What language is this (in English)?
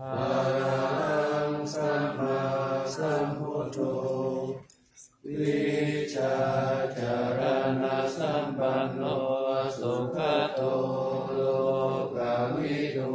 Pali